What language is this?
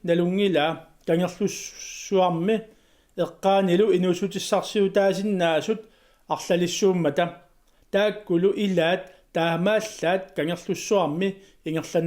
Kalaallisut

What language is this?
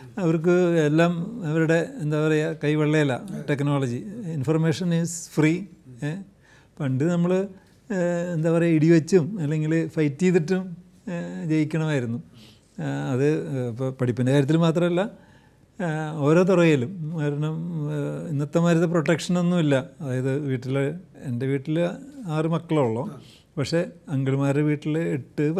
Malayalam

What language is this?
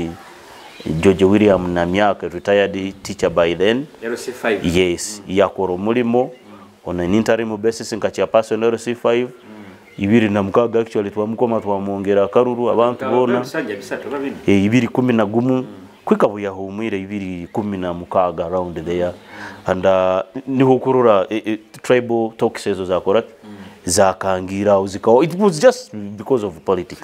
Nyoro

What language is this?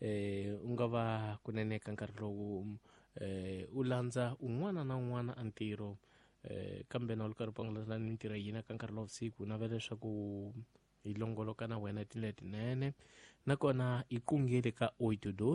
Tsonga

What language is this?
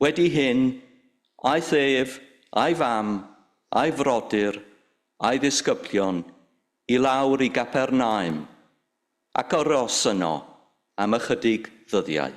Welsh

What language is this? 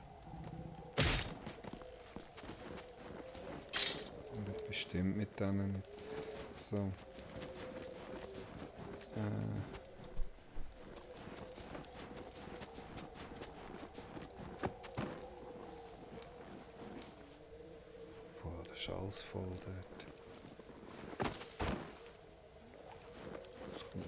German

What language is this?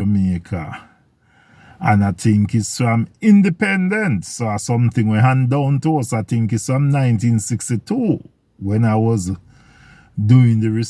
Jamaican Creole English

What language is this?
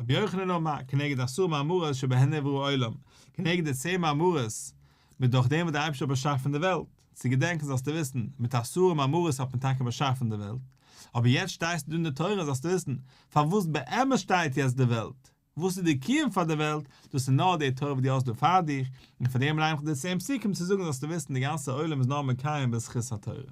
Yiddish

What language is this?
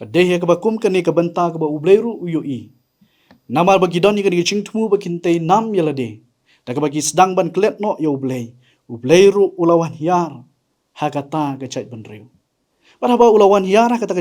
Khasi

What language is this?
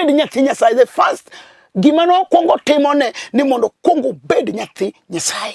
Luo (Kenya and Tanzania)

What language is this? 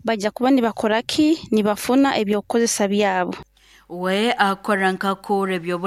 Nyoro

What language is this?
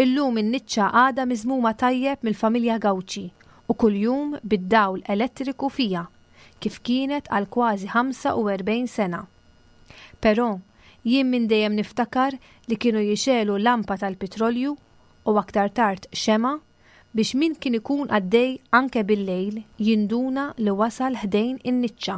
Maltese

